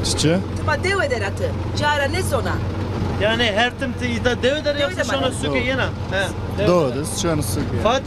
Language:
Zaza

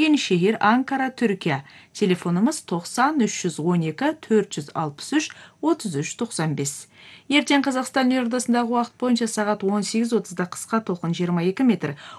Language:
Kazakh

